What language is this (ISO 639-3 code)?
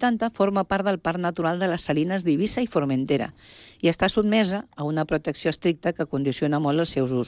cat